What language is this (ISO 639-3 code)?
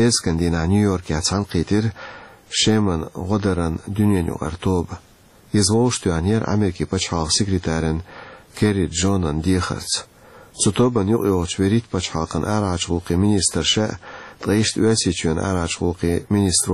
che